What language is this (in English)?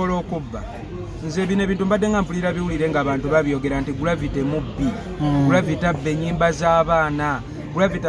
Ganda